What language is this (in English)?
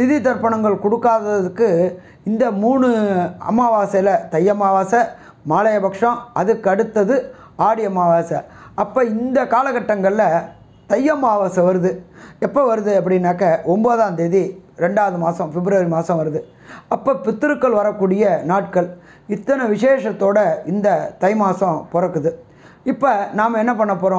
Tamil